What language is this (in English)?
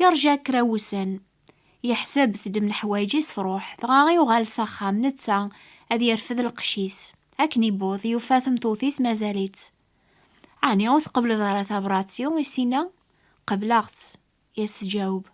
Kabyle